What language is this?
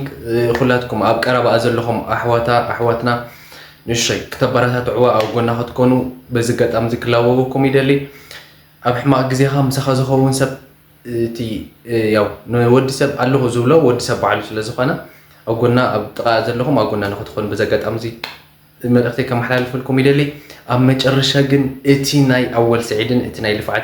Tigrinya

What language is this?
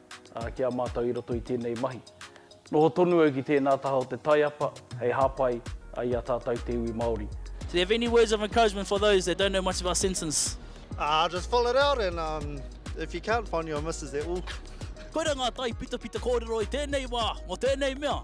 Māori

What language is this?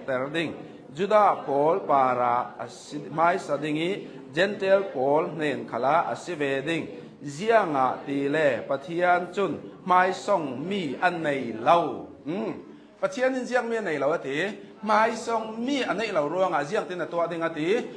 Hakha Chin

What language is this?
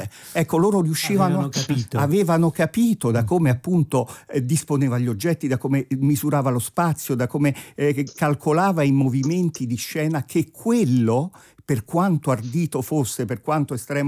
Italian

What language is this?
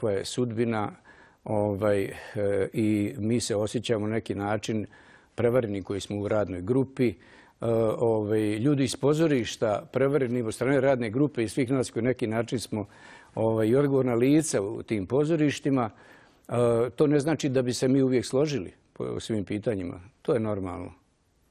Serbian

